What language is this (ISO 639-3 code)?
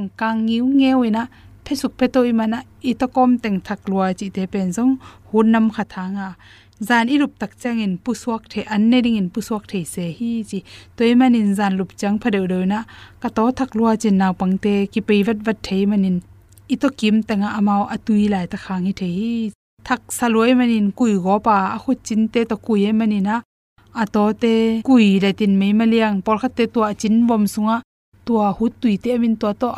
ctd